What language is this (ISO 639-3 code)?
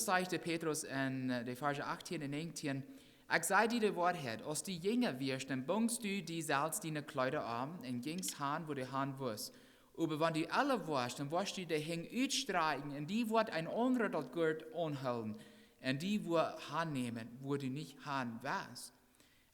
pdt